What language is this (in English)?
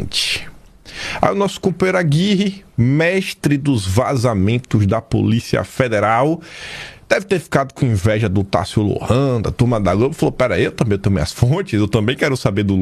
Portuguese